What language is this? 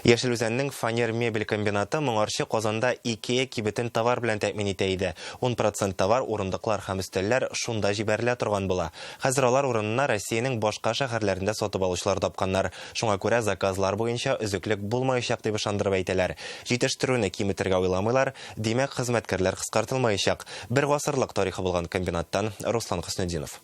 Tatar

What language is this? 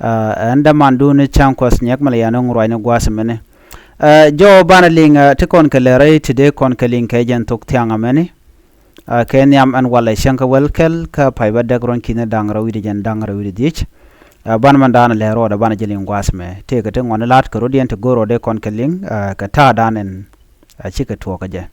Nuer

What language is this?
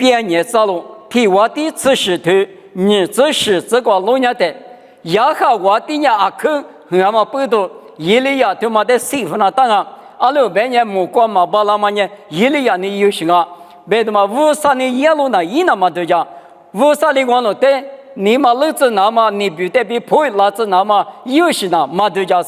Lisu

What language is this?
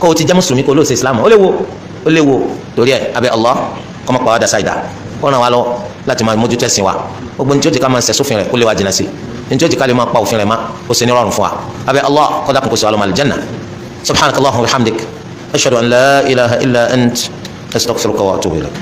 Yoruba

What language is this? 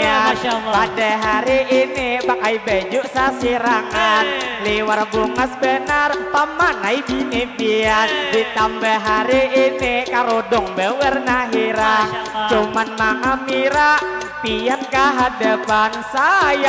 Banjar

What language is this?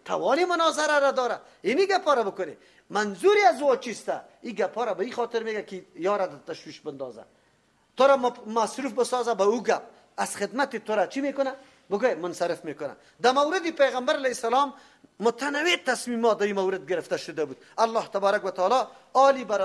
Persian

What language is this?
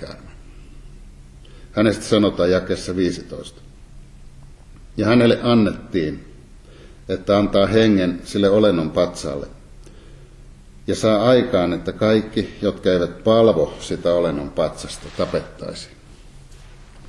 Finnish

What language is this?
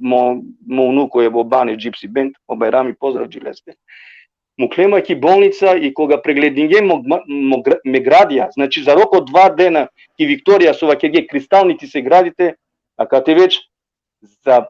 Balkan Romani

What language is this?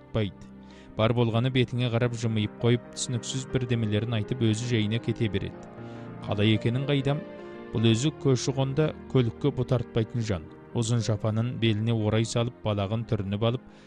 Kazakh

